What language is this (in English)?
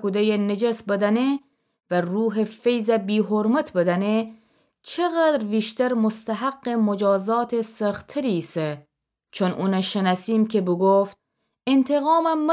Gilaki